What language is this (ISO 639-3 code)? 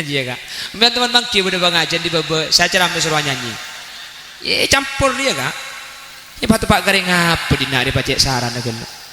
mad